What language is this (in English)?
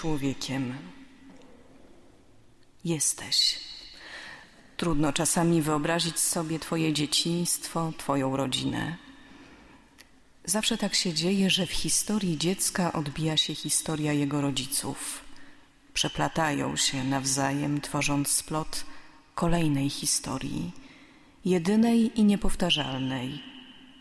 Polish